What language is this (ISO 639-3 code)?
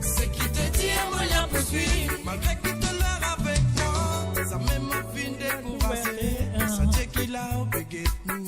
mfe